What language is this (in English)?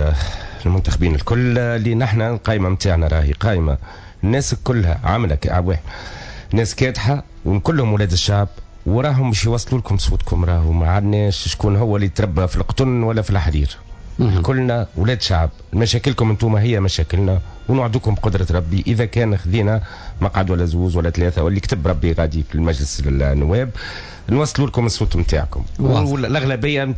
Tunisian Arabic